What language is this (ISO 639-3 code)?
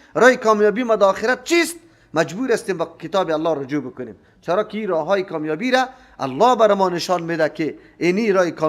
fas